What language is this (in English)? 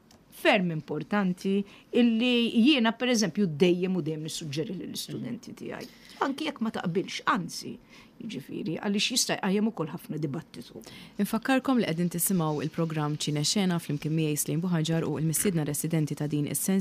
Maltese